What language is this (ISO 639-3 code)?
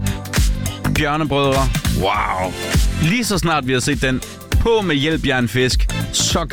dan